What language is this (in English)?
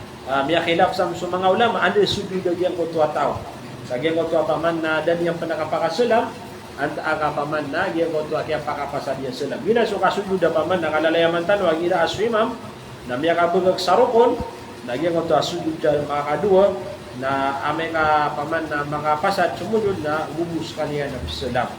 Maranao